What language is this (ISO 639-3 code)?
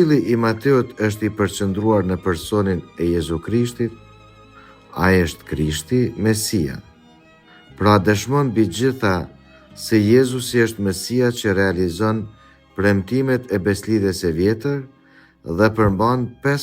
sqi